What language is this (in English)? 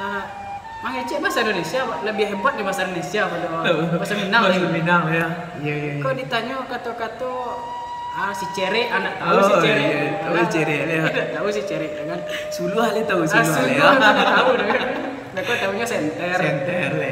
Minangkabau